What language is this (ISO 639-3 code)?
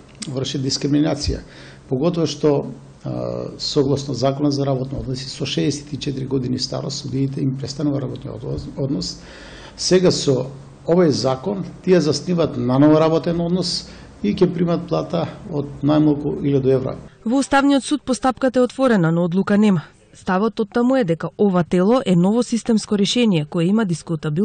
mkd